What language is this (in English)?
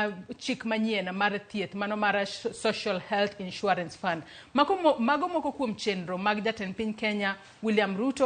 Luo (Kenya and Tanzania)